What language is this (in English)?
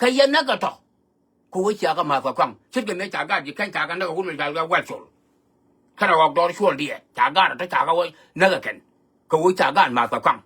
Nuer